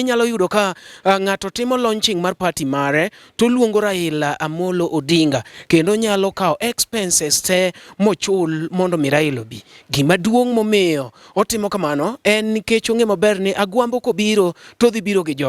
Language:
Luo (Kenya and Tanzania)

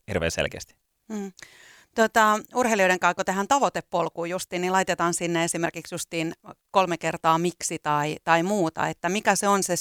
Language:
Finnish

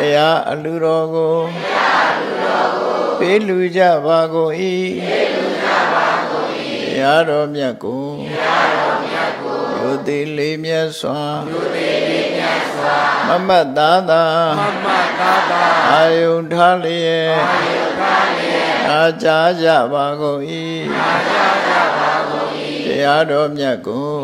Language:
Burmese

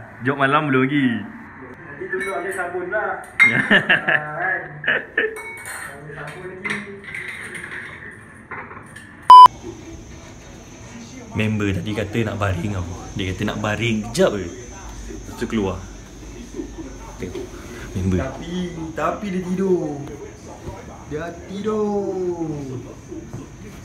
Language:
Malay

